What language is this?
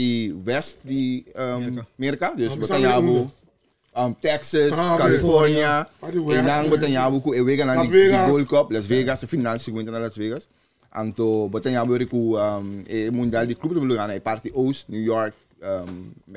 Papiamento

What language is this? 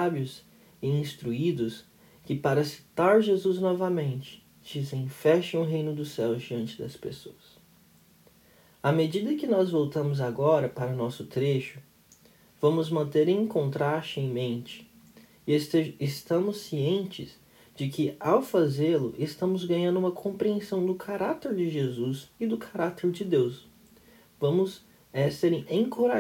Portuguese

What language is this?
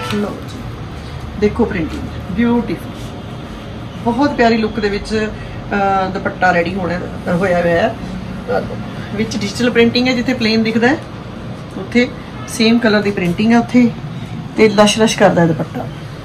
Punjabi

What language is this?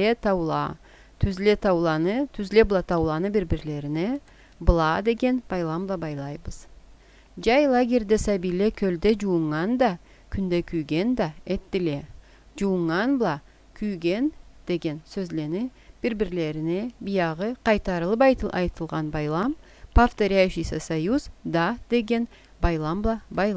Karachay-Balkar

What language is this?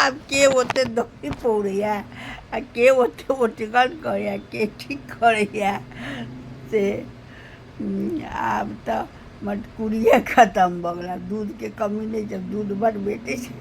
Maithili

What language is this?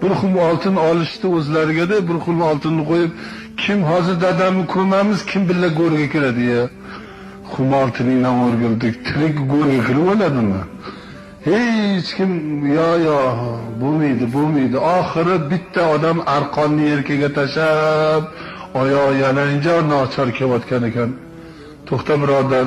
Uzbek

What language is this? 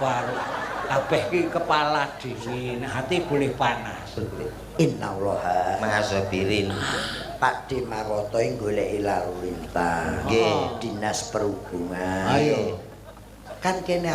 Javanese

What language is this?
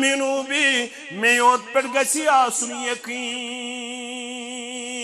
Kashmiri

